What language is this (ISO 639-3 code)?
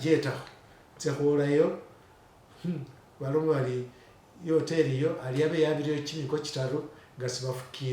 myx